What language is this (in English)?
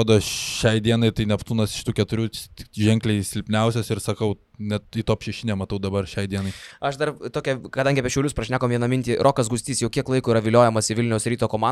Lithuanian